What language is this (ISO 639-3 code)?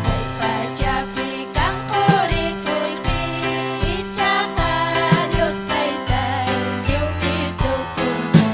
quy